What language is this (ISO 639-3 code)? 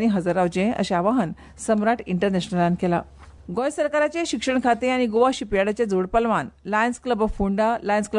kok